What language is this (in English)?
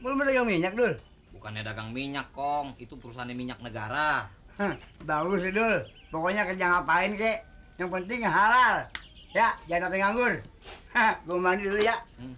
Betawi